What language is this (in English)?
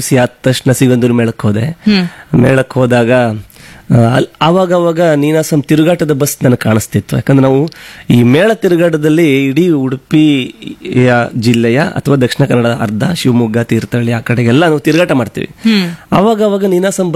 Kannada